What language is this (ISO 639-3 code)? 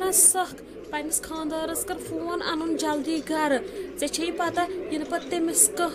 kas